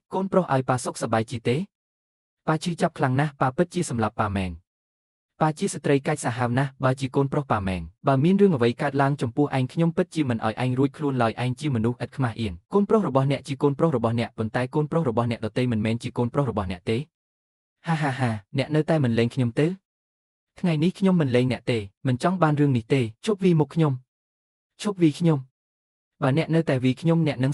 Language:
Khmer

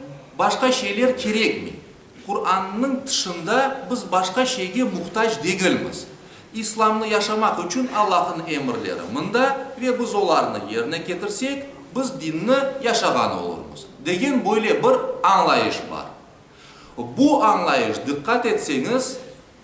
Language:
Crimean Tatar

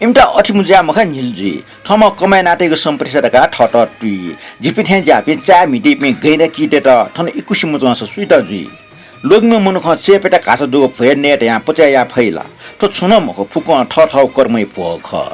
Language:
Newari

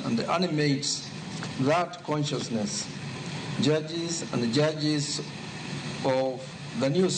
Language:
Luo (Kenya and Tanzania)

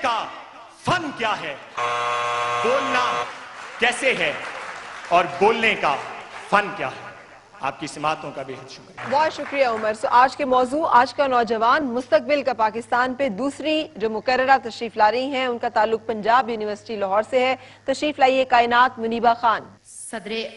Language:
Urdu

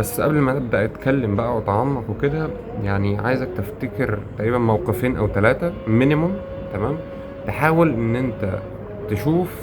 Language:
Egyptian Arabic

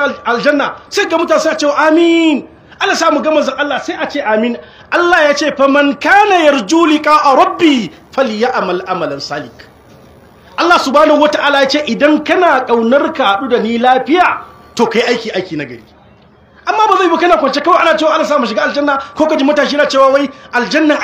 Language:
Hausa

